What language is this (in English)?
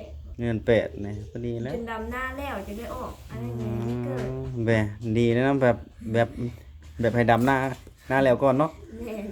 Lao